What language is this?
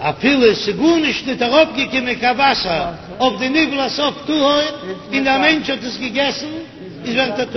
Yiddish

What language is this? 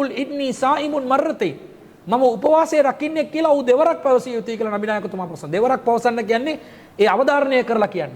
Sinhala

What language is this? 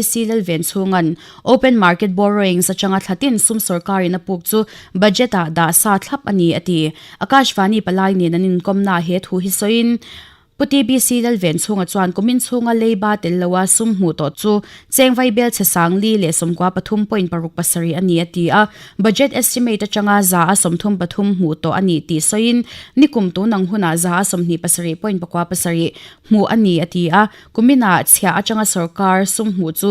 Mizo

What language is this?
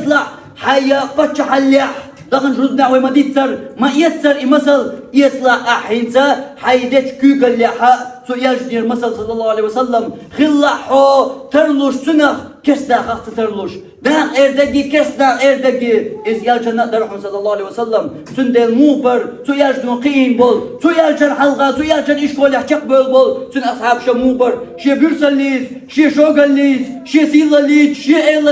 Chechen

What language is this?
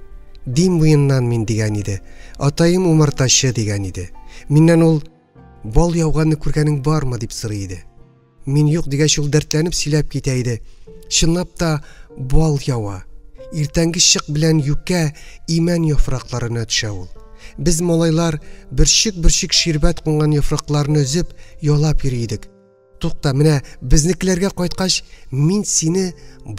Tatar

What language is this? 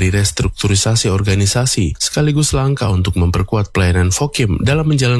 Indonesian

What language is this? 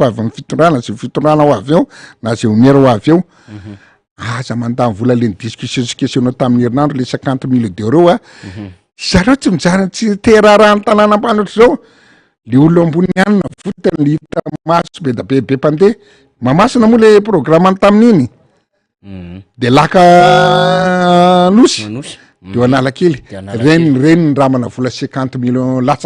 Malagasy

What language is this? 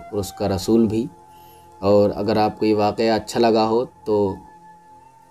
Urdu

